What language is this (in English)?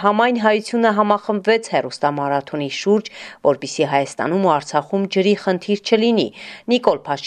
Armenian